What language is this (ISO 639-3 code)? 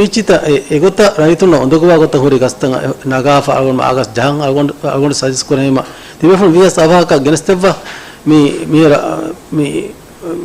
div